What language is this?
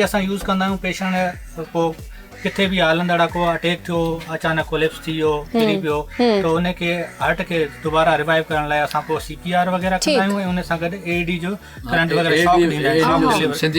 Sindhi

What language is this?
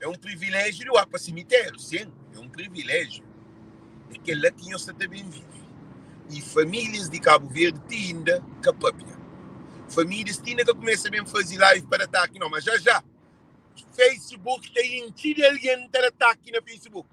Kabuverdianu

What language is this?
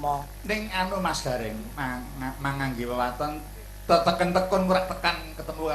Javanese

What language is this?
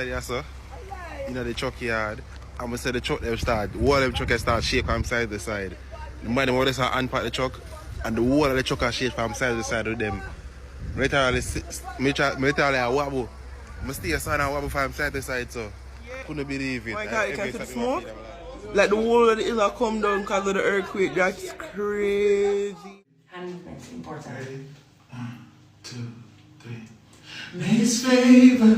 Jamaican Creole English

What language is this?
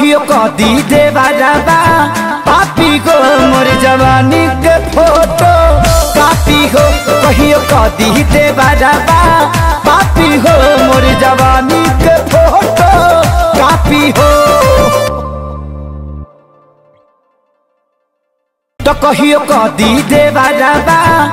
Bhojpuri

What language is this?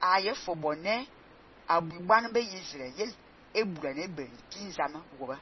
Fang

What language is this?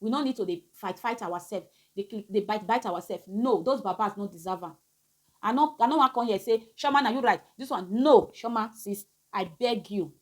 Nigerian Pidgin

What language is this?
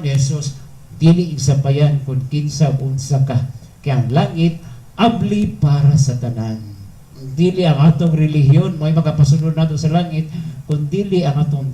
Cebuano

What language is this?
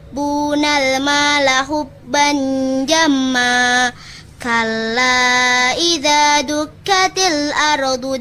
Arabic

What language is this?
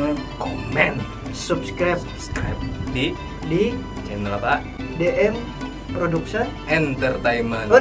Banjar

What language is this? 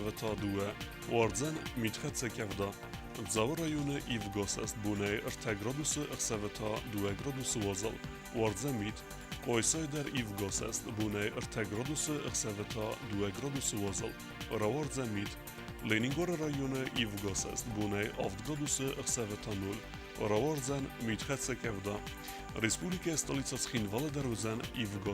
Ossetic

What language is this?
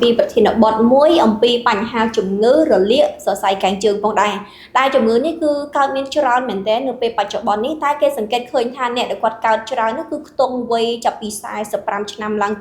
Khmer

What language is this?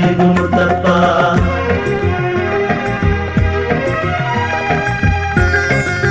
Malayalam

